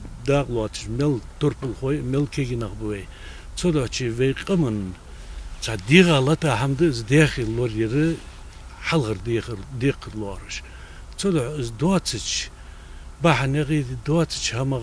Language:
Ingush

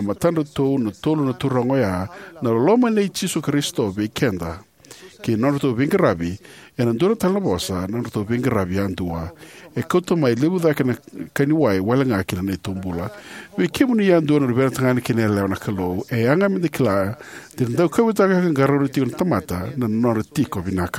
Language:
Fijian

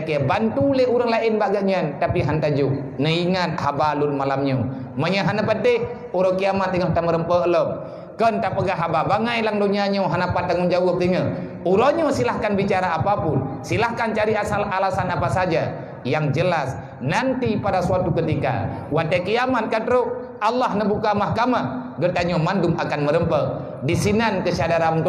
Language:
Achinese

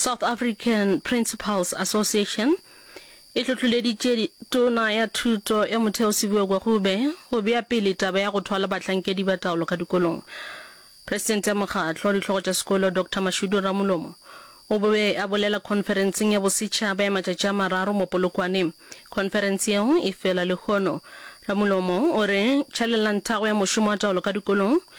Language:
Northern Sotho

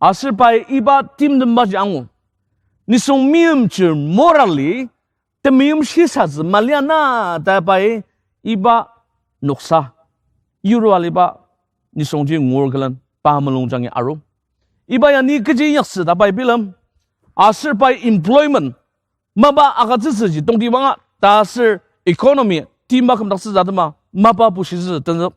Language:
Ao Naga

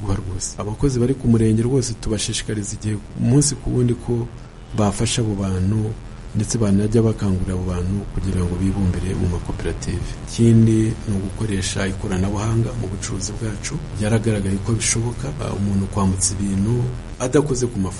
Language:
Kinyarwanda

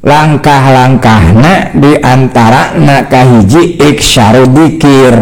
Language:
Sundanese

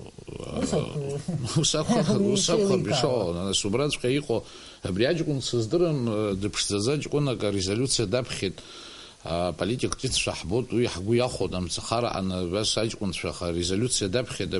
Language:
Abkhazian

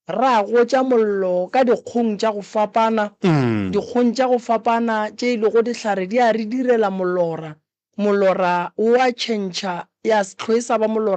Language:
Northern Sotho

